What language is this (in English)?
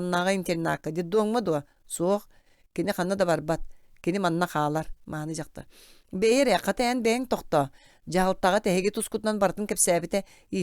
Yakut